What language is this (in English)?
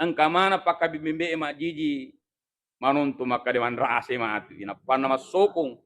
Buginese